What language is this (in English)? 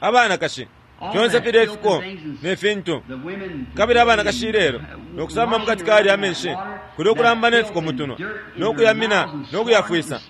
Bemba